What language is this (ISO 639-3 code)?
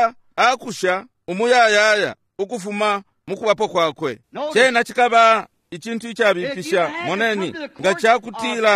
bem